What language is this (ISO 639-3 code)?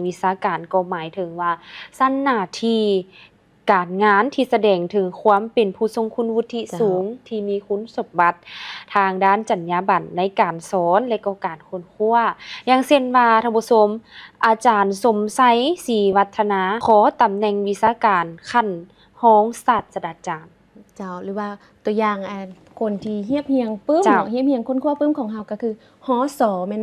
lao